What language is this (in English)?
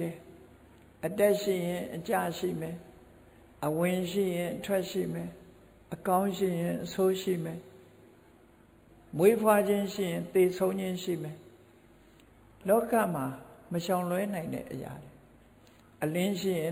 Burmese